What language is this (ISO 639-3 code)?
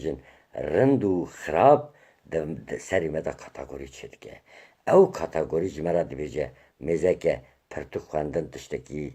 kur